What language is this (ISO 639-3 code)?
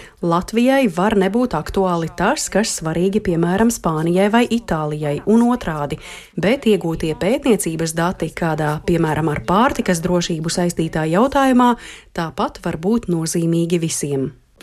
lav